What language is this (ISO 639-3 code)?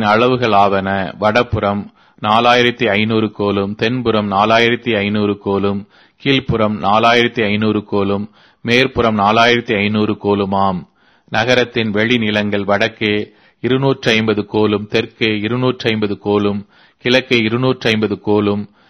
tam